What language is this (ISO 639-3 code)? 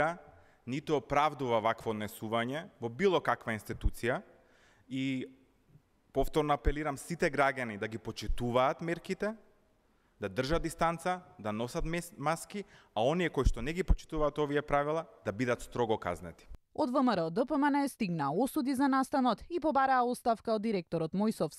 mkd